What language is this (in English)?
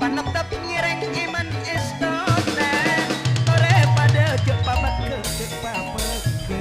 Madurese